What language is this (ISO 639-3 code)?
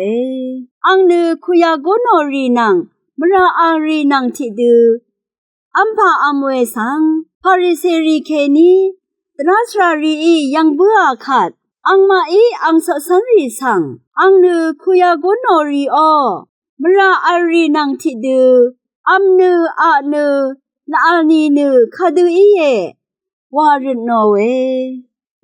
raw